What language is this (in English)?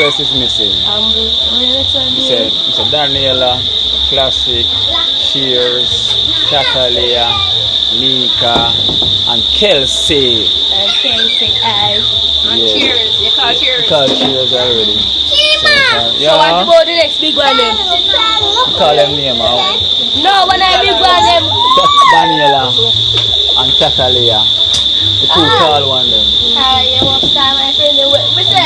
Jamaican Creole English